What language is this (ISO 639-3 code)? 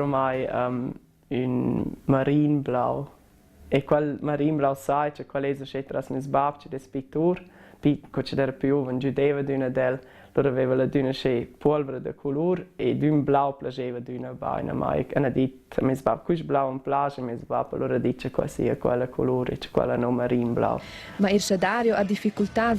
roh